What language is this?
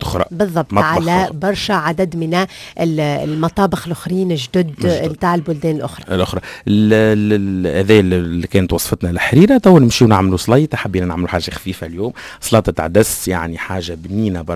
Tunisian Arabic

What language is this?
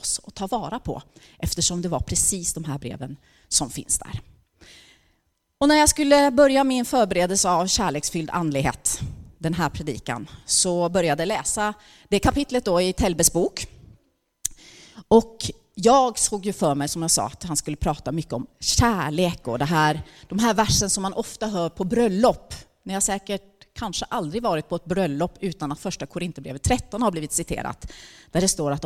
Swedish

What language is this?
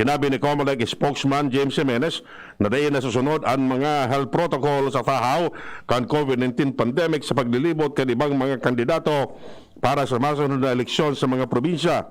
Bikol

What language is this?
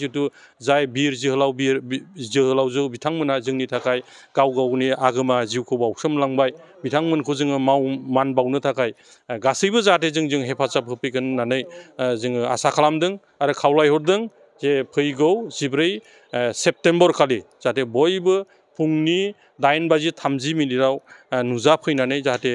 Bodo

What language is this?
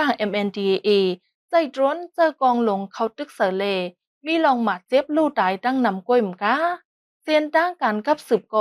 Shan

